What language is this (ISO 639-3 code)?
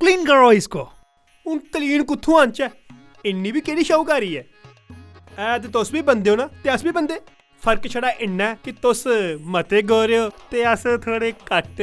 doi